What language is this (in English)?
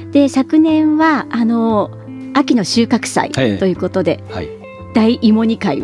Japanese